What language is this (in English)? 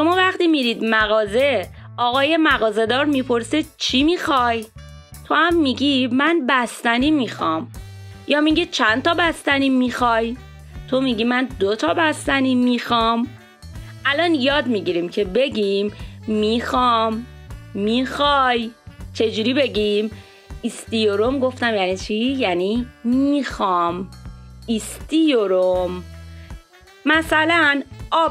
Persian